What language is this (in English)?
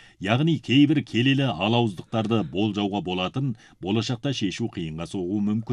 Kazakh